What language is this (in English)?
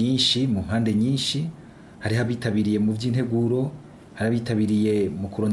Rundi